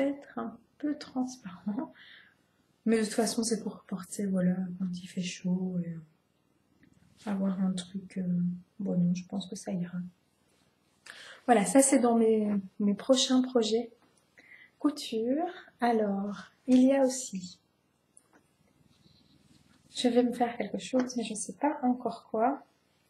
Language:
French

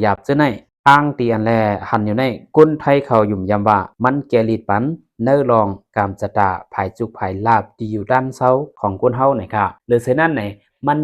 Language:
Shan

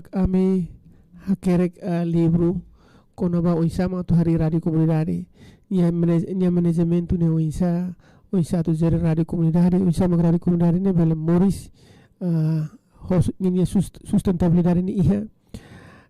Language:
Tetum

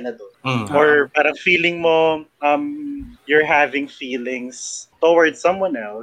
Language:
Filipino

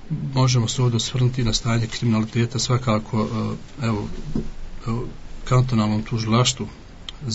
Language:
Bosnian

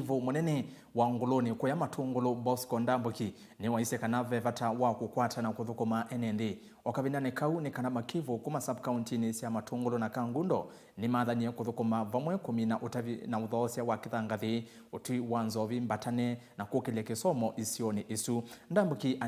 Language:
Kamba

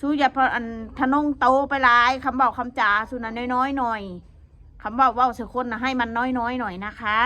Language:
Northeastern Thai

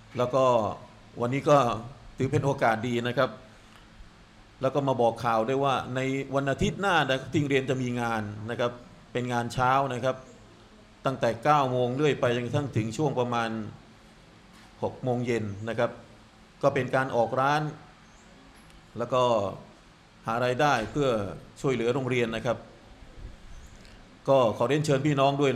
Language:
Thai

